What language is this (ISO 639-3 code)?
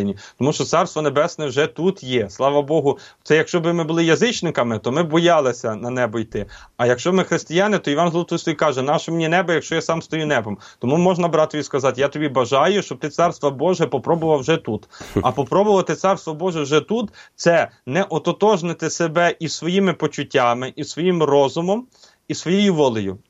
ukr